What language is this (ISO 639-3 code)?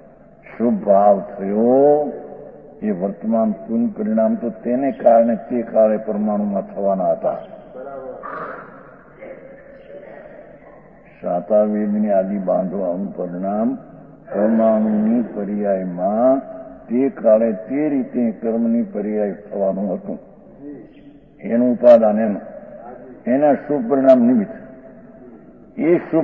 guj